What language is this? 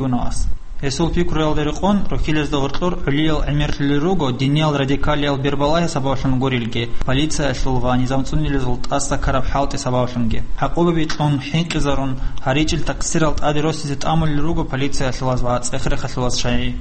Avaric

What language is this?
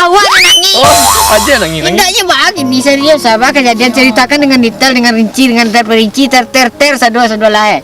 Minangkabau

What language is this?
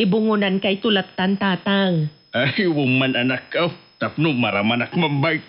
Iloko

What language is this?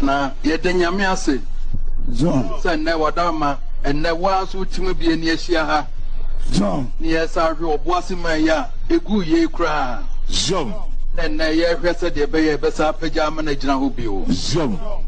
Akan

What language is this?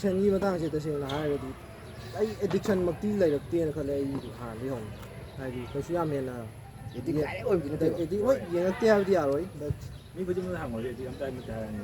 Manipuri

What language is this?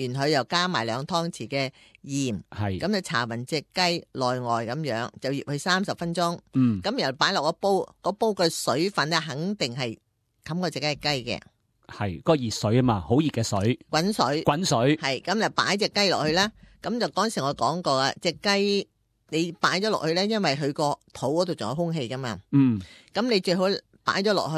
Cantonese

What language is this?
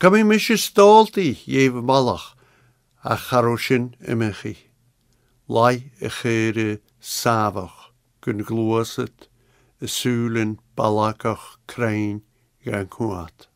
Scottish Gaelic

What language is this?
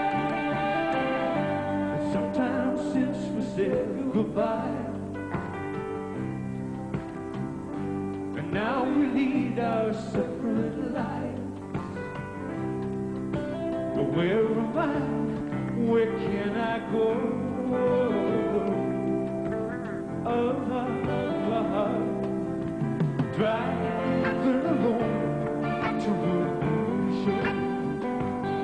English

